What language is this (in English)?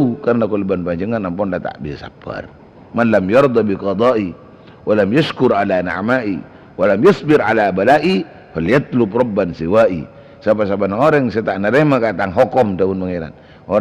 Madurese